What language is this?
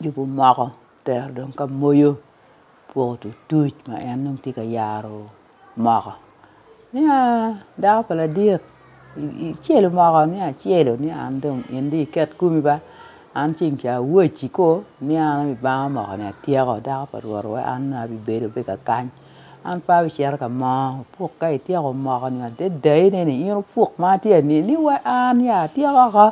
Acoli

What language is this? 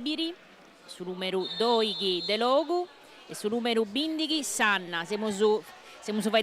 Sardinian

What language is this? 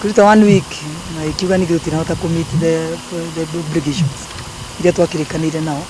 Kikuyu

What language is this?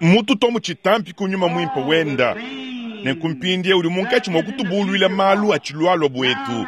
Luba-Lulua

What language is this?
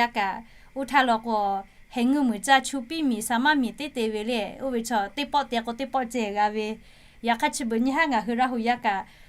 Lahu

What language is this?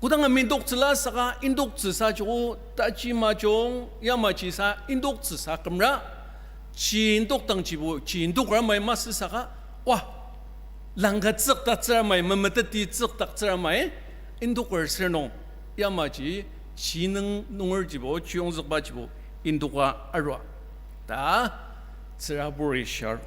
Ao Naga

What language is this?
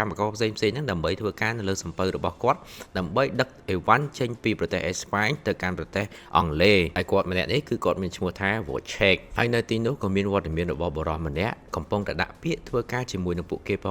Khmer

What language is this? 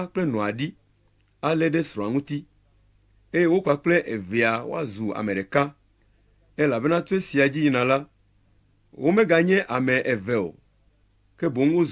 Ewe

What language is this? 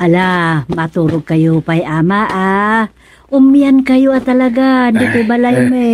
Iloko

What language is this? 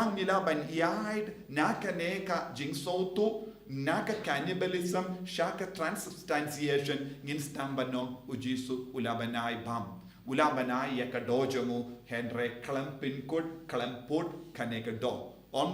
Khasi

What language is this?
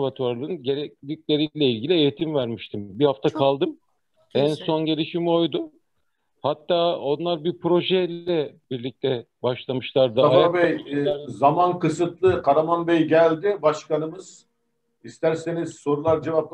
Turkish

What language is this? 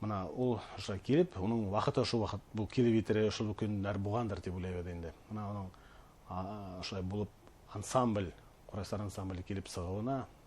Bashkir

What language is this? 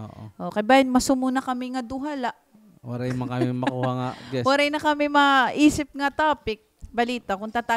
Waray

